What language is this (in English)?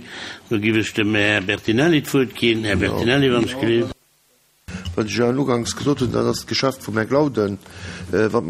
Luxembourgish